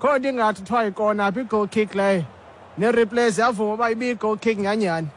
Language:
Xhosa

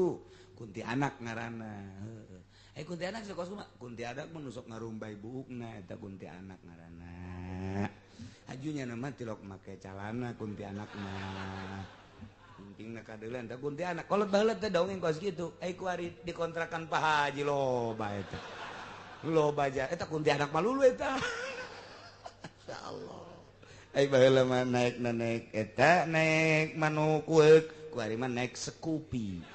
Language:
Sundanese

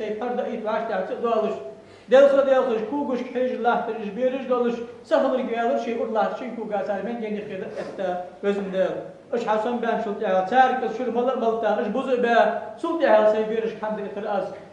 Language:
Ingush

